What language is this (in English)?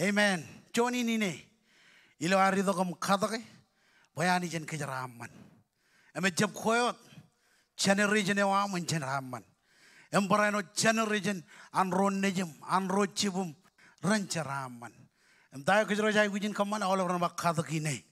Marshallese